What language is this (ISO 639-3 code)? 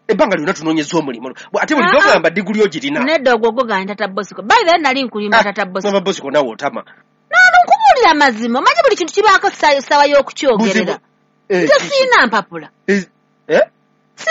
lug